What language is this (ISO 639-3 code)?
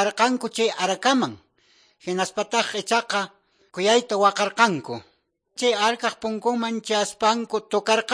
que